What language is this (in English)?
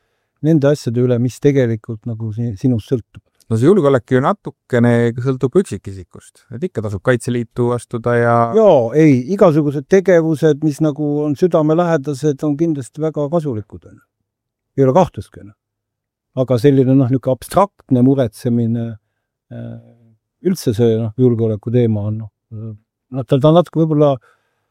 Estonian